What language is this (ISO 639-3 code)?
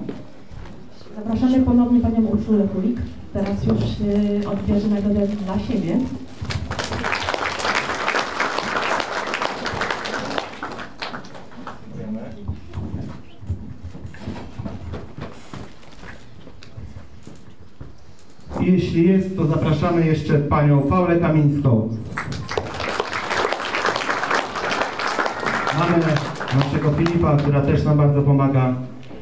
pol